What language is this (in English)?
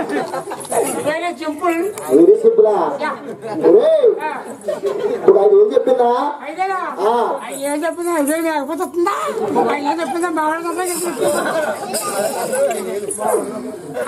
Telugu